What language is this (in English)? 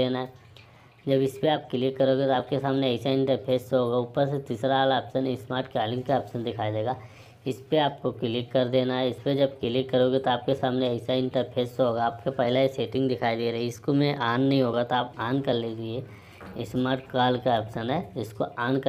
Hindi